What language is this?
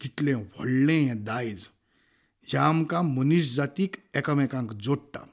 Konkani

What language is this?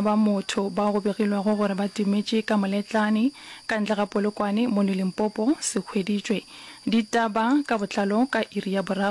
Northern Sotho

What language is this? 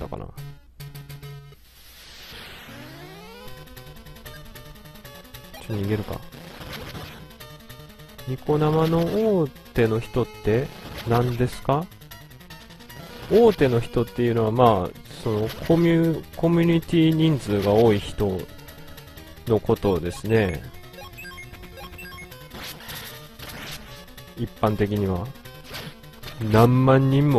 Japanese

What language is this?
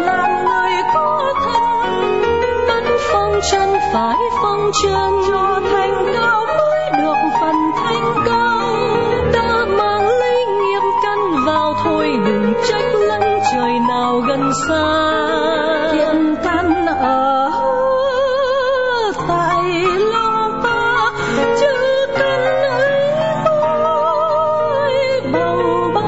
Vietnamese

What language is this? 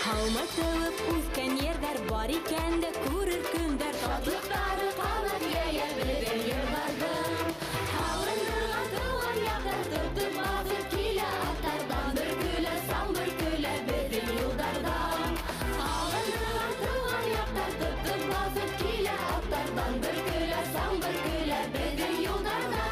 Bashkir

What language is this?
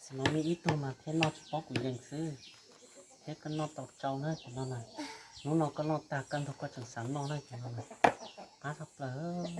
Hmong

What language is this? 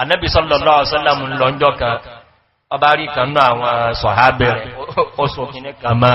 Yoruba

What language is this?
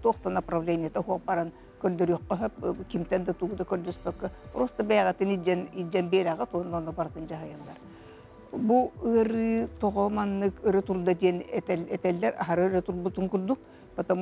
Yakut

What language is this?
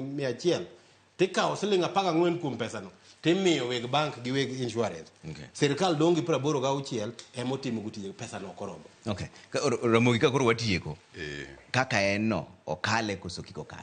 Luo (Kenya and Tanzania)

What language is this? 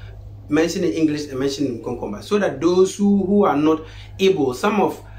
Konkomba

